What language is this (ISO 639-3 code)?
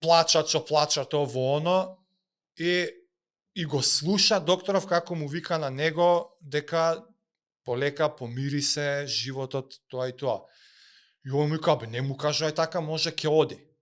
mkd